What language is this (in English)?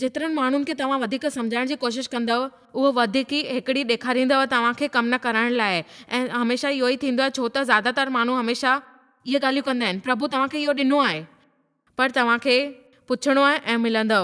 Sindhi